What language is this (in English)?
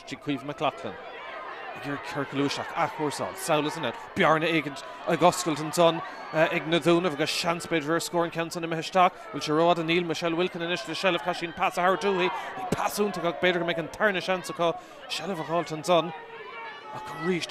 Irish